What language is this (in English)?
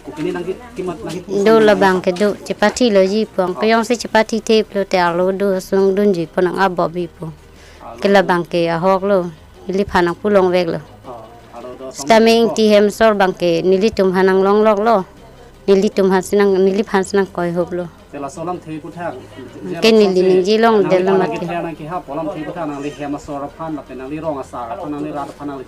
Karbi